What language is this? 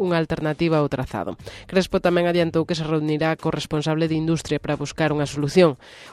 Galician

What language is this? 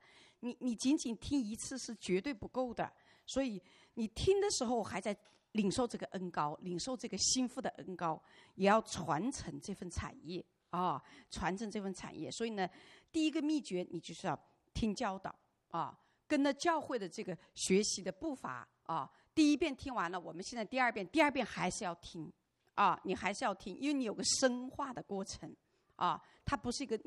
Chinese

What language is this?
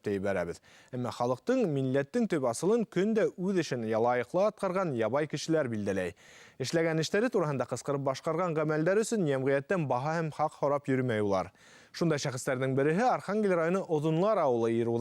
Bashkir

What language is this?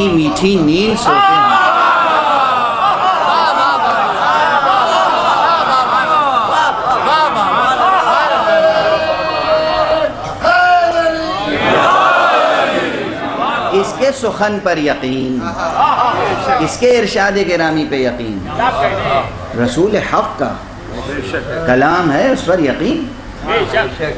Urdu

